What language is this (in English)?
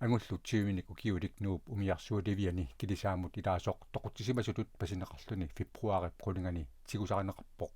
Kalaallisut